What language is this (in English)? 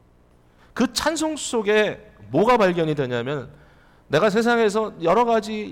Korean